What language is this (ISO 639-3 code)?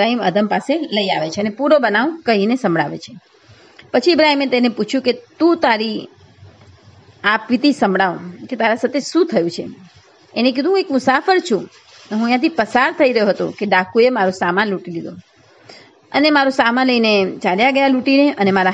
guj